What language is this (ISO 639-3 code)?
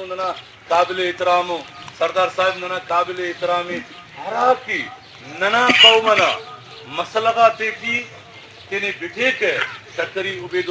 brh